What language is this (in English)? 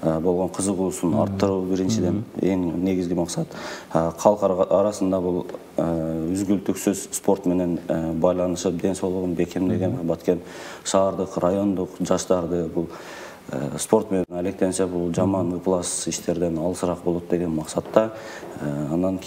Kyrgyz